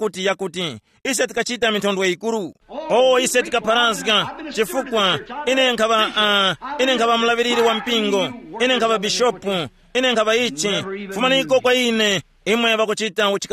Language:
Tumbuka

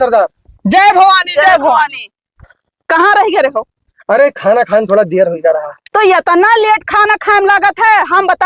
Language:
Awadhi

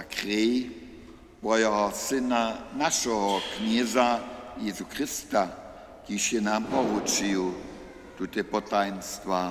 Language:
Upper Sorbian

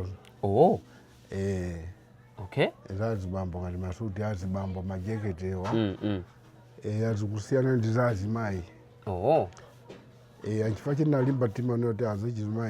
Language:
Nyanja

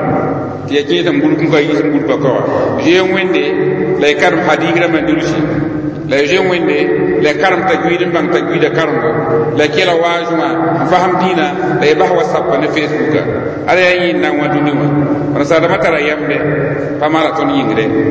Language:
Mossi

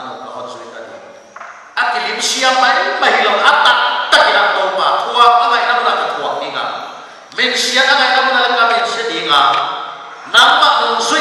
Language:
Paite Chin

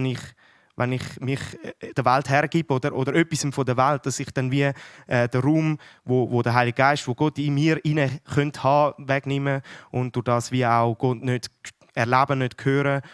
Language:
Swiss German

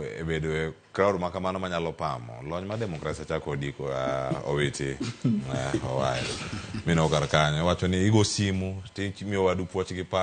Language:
Luo (Kenya and Tanzania)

